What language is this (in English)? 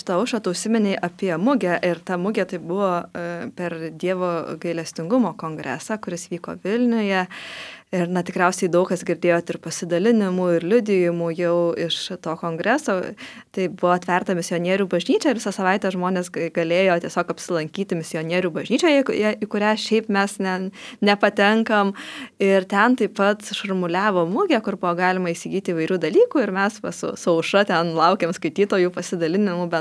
Lithuanian